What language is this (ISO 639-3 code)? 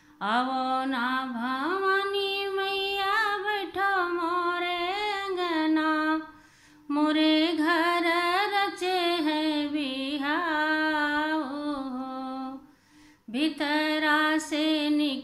bho